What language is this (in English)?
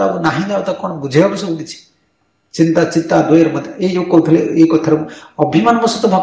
Odia